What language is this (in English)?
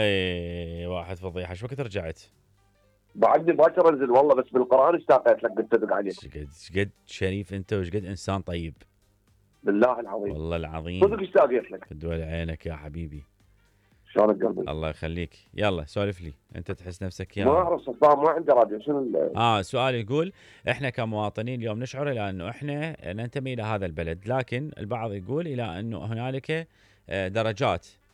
Mesopotamian Arabic